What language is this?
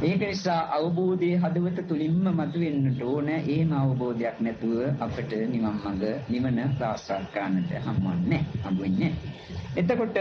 Sinhala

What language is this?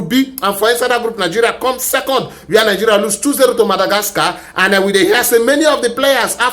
Nigerian Pidgin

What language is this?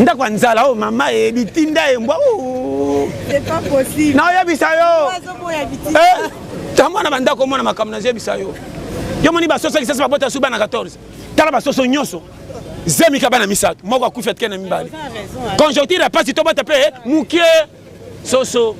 Lingala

